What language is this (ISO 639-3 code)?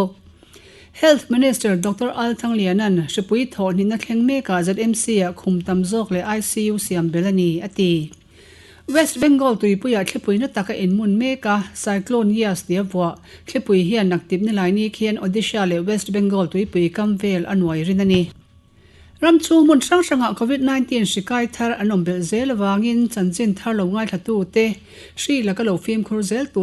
lus